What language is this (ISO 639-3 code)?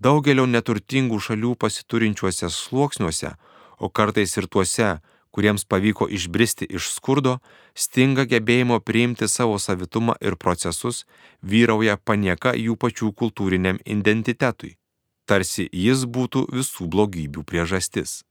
lit